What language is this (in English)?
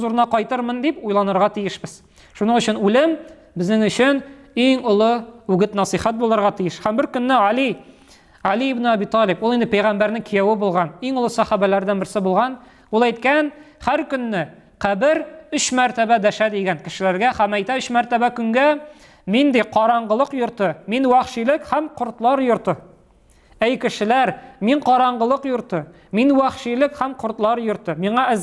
Tatar